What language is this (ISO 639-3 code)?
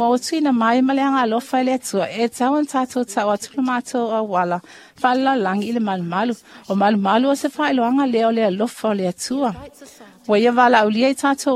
smo